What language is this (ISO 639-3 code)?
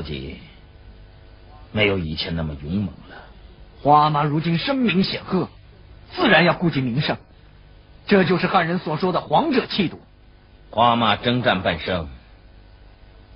zho